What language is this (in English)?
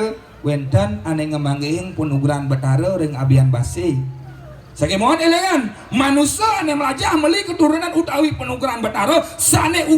Balinese